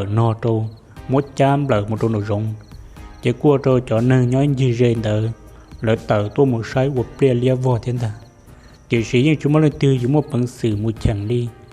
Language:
Hmong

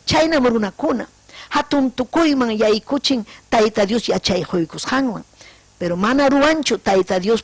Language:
Ayacucho Quechua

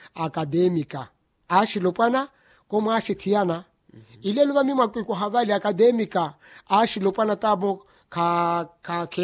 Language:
Makhuwa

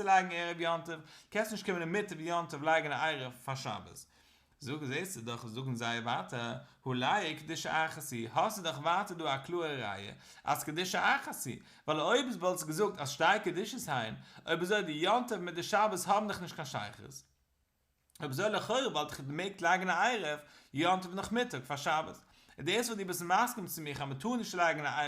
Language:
Yiddish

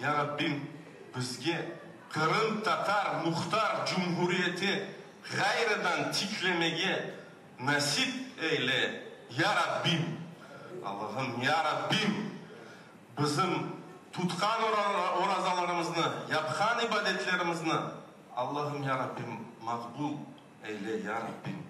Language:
Crimean Tatar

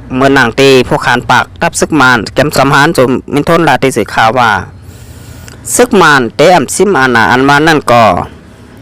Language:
Shan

